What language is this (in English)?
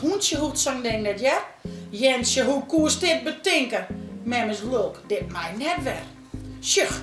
Western Frisian